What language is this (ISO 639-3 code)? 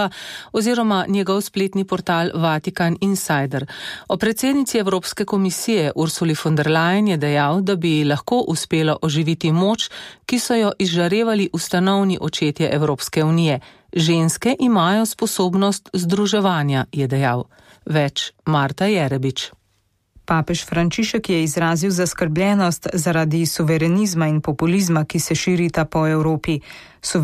slv